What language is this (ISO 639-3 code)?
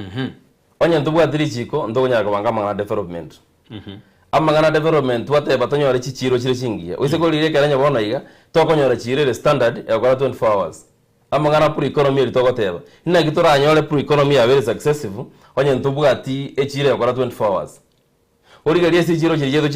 guz